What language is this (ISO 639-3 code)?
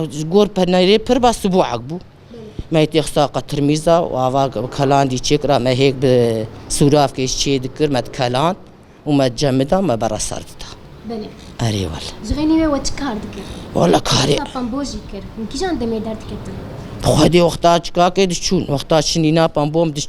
kur